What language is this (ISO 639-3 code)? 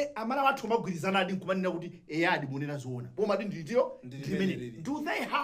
nya